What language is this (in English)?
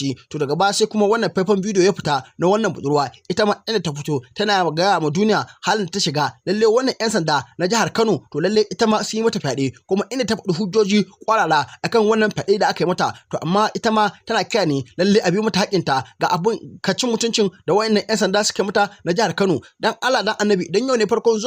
Hausa